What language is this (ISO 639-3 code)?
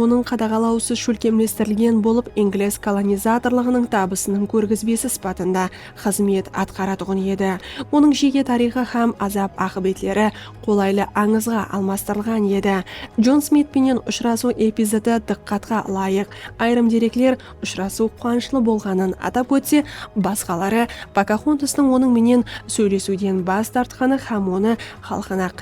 kaa